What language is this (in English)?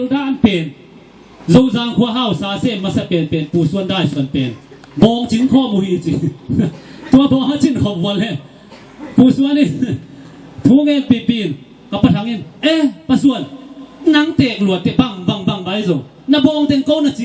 Tedim Chin